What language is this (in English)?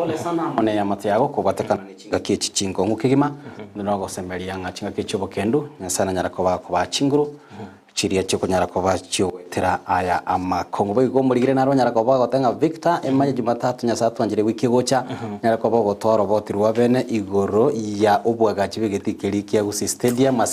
Gusii